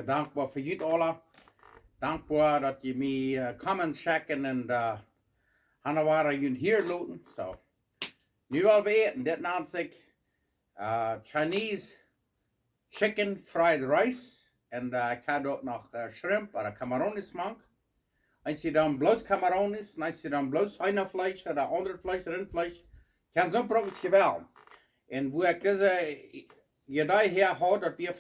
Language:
Plautdietsch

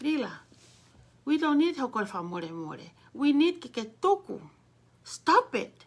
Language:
Tongan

